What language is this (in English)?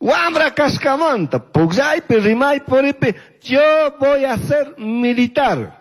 Chimborazo Highland Quichua